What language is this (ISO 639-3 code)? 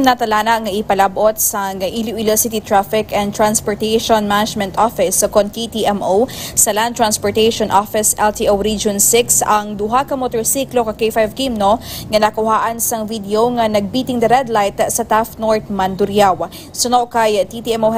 hil